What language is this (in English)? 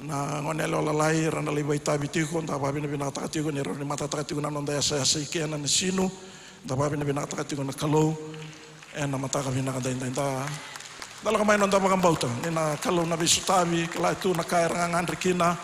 Fijian